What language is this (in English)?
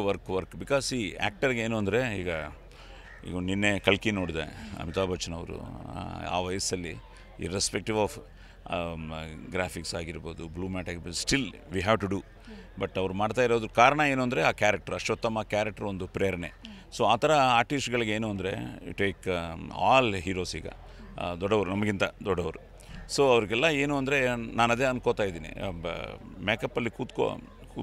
Kannada